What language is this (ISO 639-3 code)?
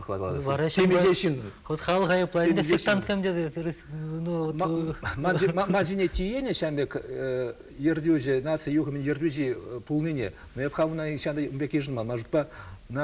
chv